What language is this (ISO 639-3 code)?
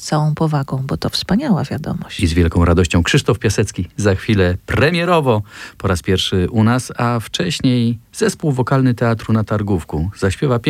pol